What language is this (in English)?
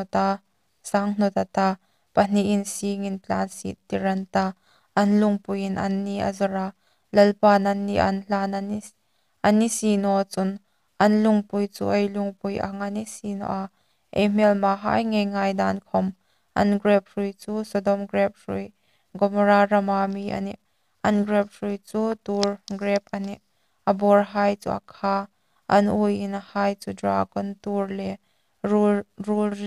Hmar